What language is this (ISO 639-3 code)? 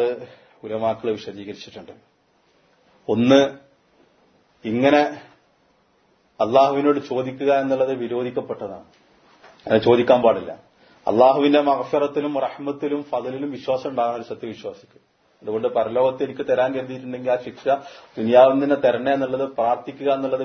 mal